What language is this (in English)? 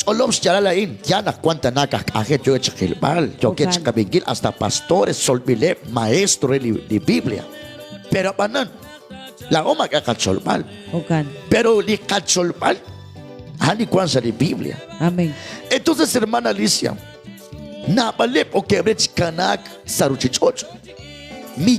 Kekchí